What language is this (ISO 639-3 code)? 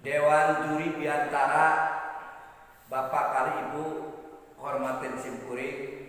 sun